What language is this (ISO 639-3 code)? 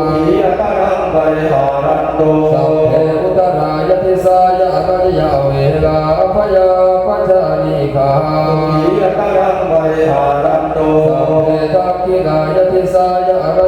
pli